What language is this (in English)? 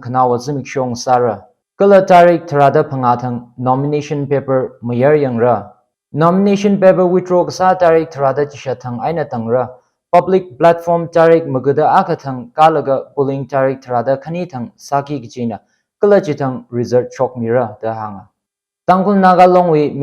Tangkhul Naga (India)